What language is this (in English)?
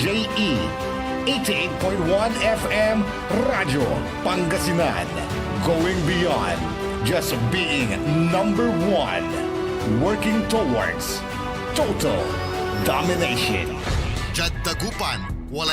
Pangasinan